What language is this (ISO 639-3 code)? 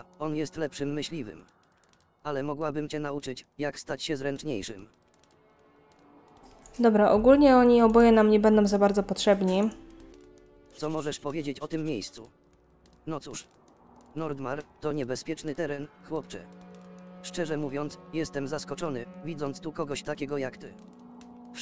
pol